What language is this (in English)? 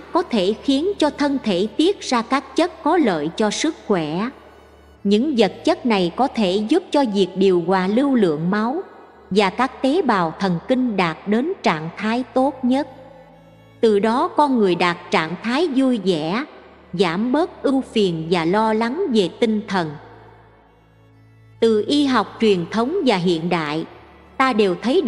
Vietnamese